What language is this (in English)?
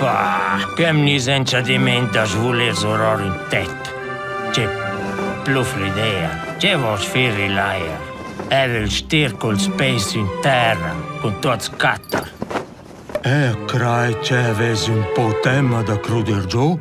Romansh